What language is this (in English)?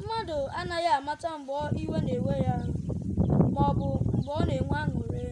Igbo